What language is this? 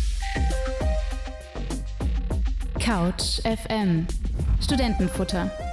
German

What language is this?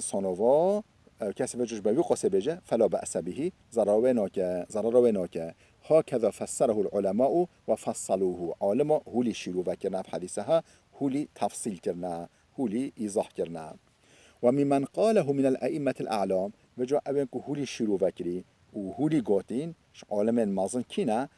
Kurdish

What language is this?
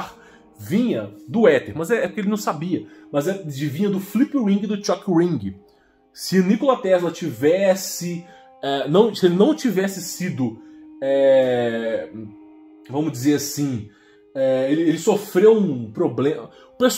Portuguese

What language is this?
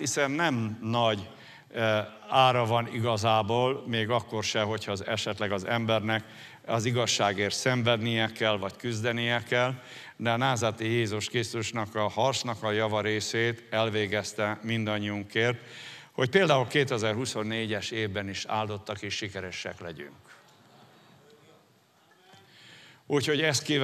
Hungarian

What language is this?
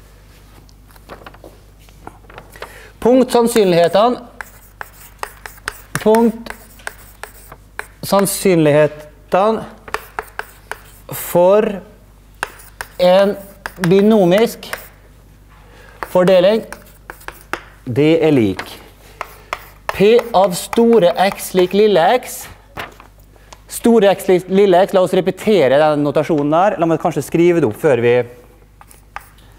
Norwegian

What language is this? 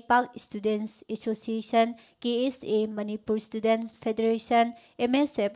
Manipuri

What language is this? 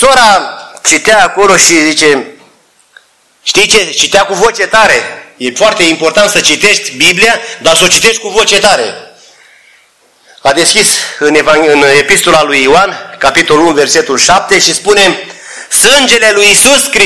Romanian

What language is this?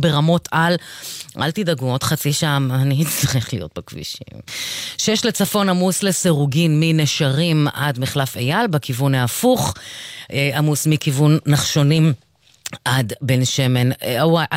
Hebrew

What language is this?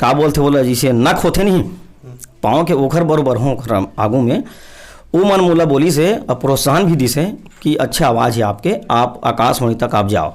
Chhattisgarhi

